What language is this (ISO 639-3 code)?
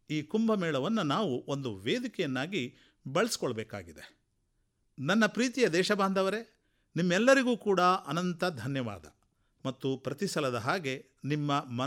kan